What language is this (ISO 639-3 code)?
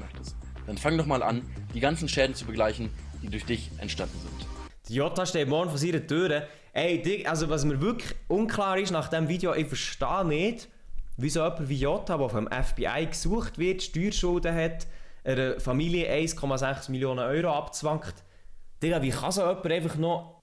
gsw